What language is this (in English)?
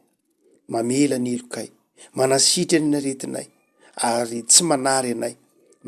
Malagasy